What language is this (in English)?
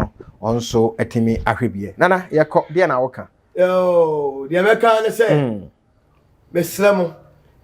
Akan